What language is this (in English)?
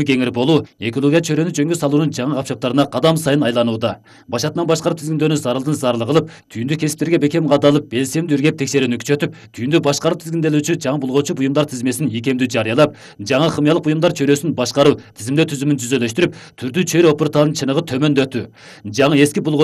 Kyrgyz